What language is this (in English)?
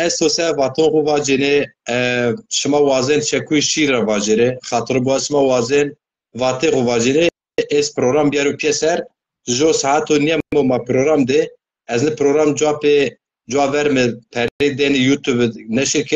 Zaza